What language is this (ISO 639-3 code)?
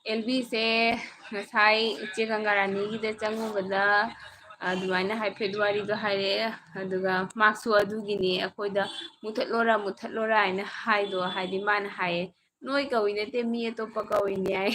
mni